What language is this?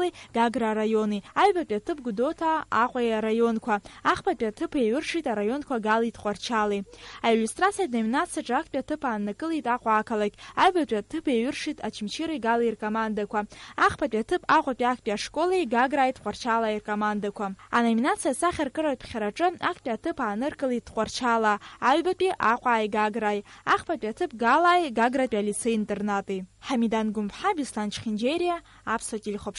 Abkhazian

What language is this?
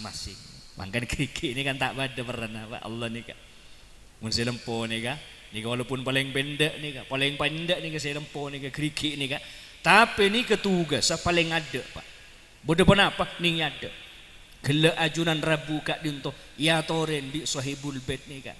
Madurese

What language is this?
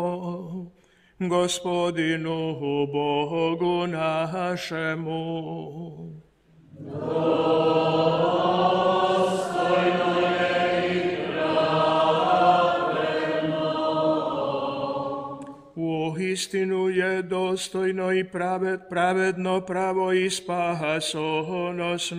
Croatian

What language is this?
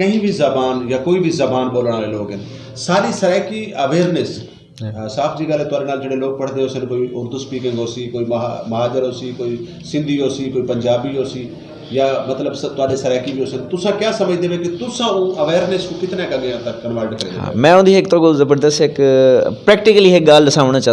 Saraiki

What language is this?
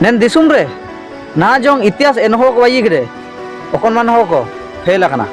Ho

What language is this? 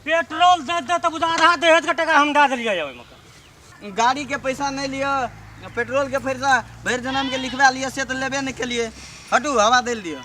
Maithili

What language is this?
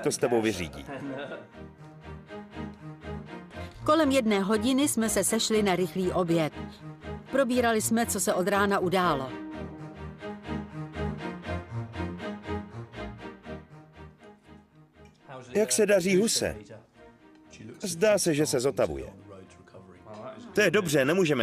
Czech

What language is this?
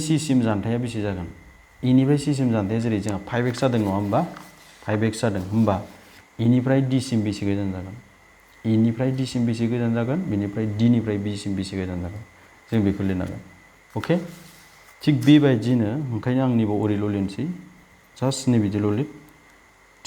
Bodo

